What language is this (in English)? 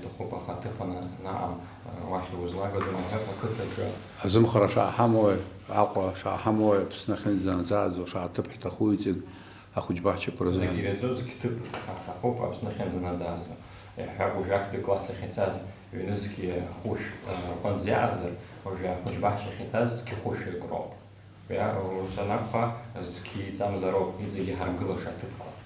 Abkhazian